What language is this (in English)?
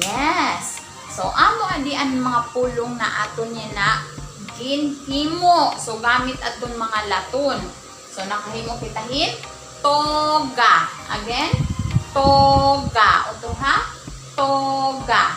Waray